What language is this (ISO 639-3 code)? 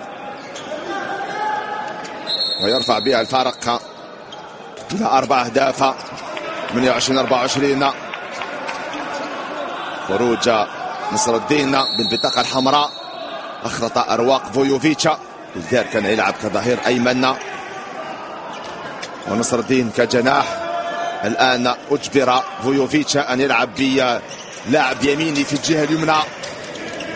ara